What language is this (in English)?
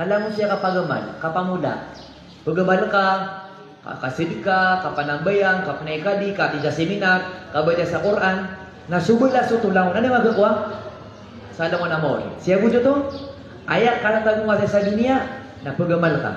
Maranao